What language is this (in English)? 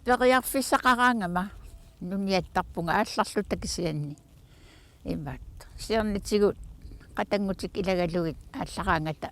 Kalaallisut